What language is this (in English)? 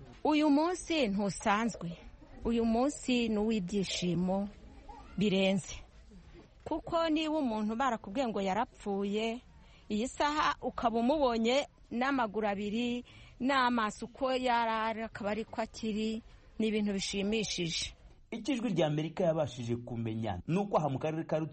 Kinyarwanda